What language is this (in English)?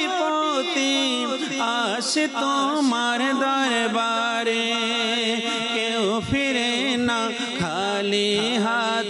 Bangla